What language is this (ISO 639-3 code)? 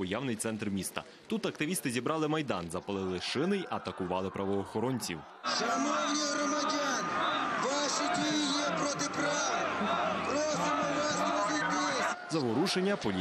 ukr